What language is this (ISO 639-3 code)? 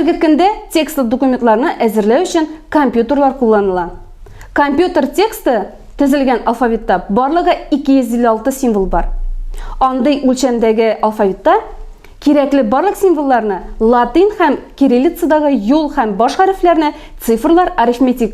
tat